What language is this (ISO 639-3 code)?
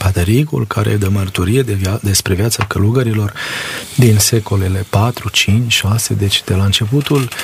ron